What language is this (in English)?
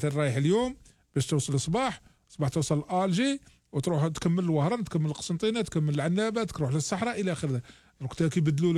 Algerian Arabic